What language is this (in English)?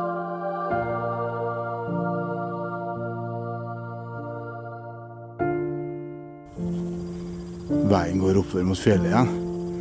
Norwegian